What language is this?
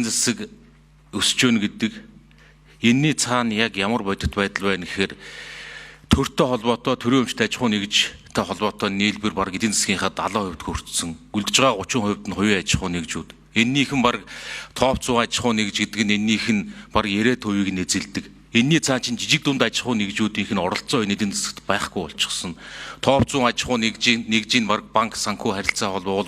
Mongolian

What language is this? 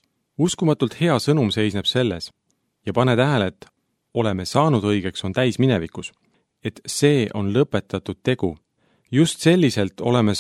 Estonian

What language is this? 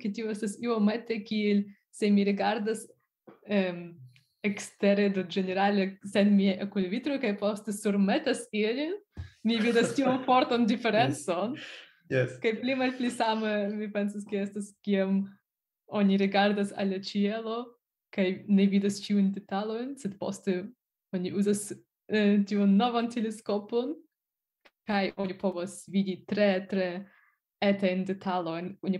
Esperanto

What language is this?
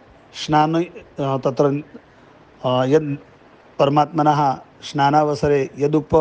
Sanskrit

